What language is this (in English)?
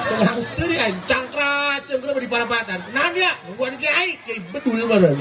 Sundanese